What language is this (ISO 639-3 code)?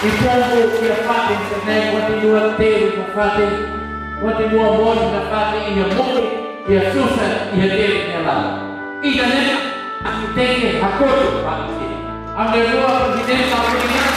tet